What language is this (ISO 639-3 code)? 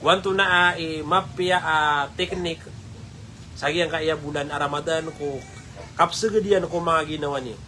mrw